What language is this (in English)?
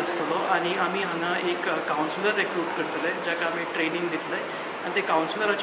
Konkani